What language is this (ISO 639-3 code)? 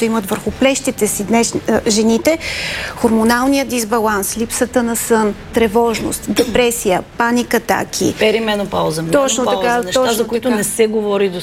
bul